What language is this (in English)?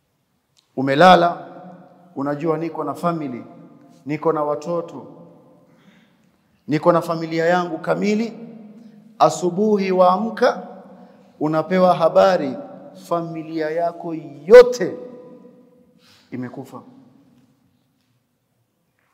Swahili